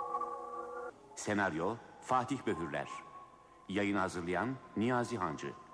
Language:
Turkish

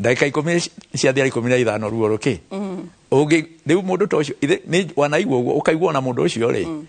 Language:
Kikuyu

